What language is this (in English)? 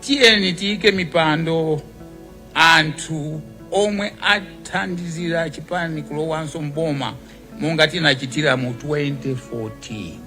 Nyanja